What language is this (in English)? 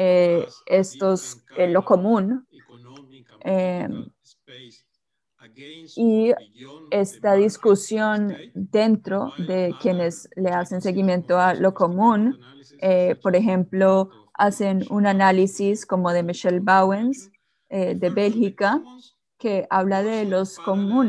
Spanish